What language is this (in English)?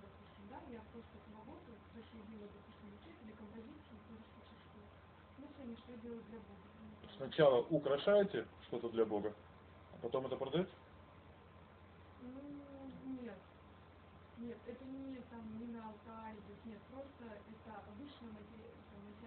Russian